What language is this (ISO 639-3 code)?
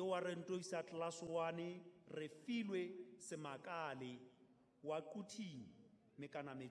sot